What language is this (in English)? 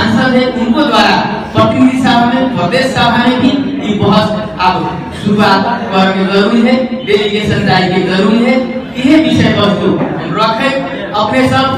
Magahi